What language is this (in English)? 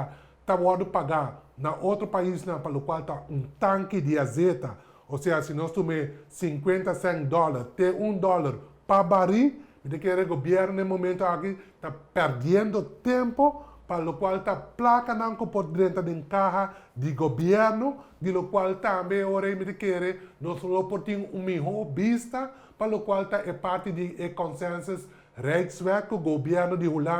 Papiamento